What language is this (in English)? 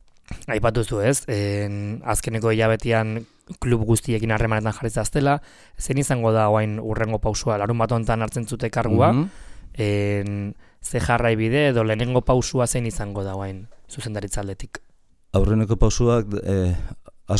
Basque